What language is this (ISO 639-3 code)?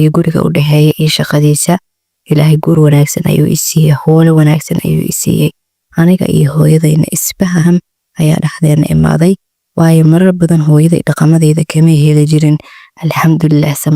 som